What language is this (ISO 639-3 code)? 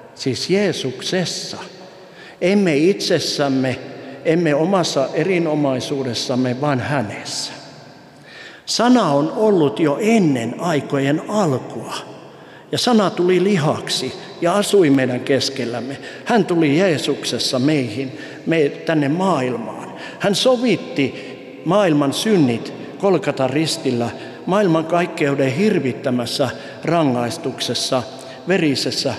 fin